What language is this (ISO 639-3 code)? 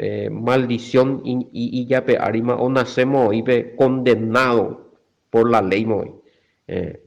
grn